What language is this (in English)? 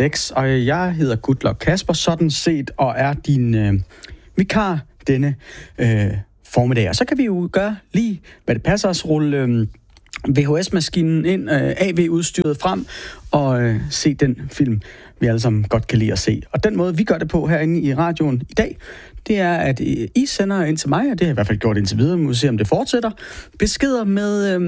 Danish